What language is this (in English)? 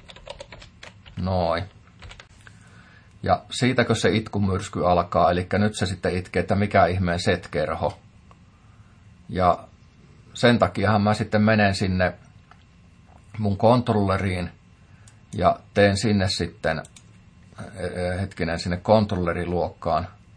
Finnish